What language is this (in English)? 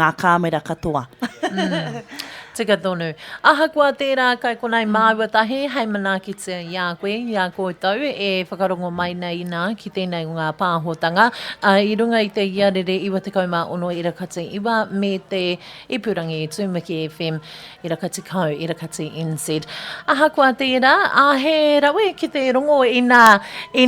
Māori